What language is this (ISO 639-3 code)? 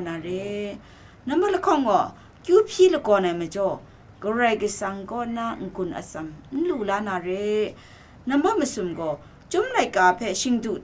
kac